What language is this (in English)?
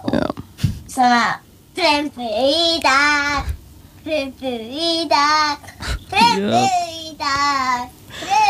Icelandic